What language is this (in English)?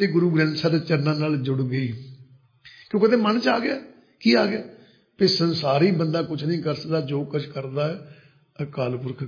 Punjabi